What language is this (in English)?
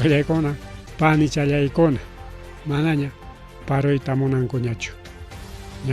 Ayacucho Quechua